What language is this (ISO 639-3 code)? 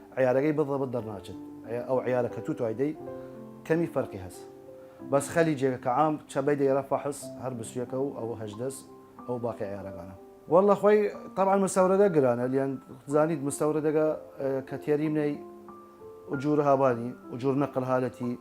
sdh